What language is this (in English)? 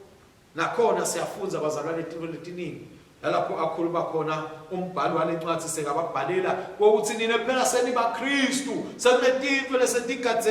Swati